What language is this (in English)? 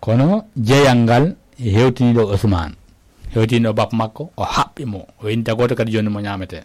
Fula